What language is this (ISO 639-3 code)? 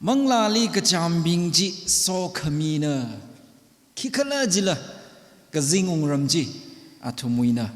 nmf